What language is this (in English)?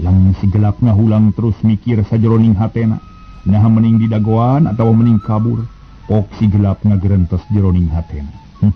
Sundanese